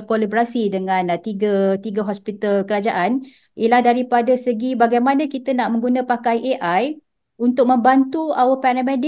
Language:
Malay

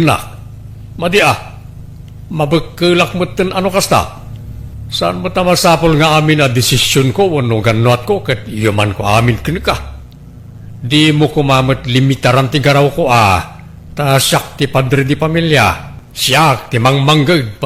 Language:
Iloko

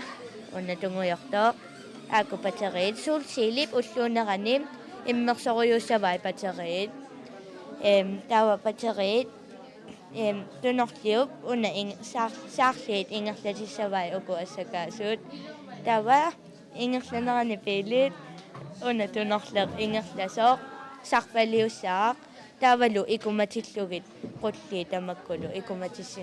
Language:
Kalaallisut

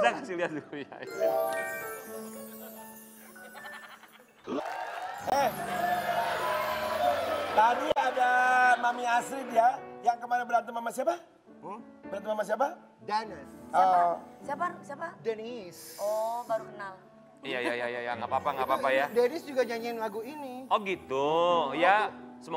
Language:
Indonesian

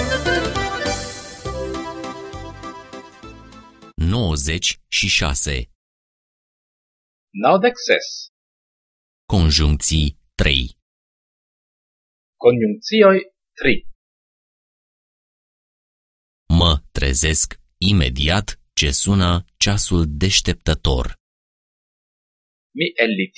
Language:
Romanian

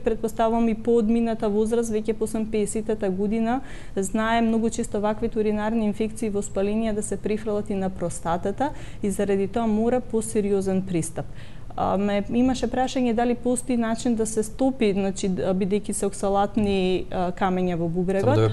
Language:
Macedonian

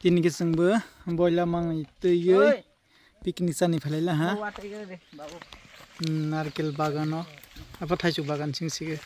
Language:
Kok Borok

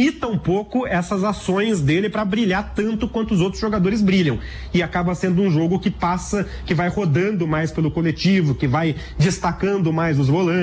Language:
Portuguese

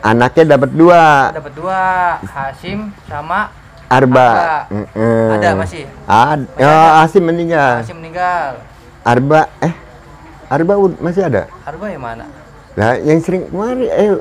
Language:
Betawi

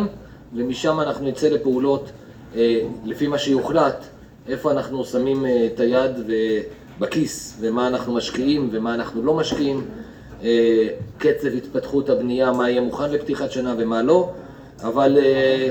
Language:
Hebrew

